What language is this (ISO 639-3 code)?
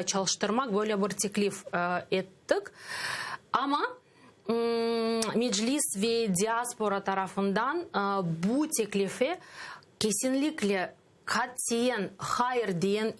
crh